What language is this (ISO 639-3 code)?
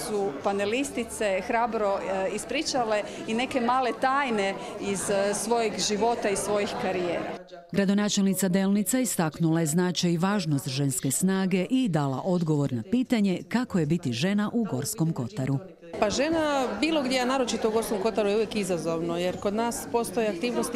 hrv